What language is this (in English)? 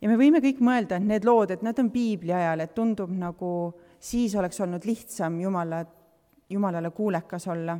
Estonian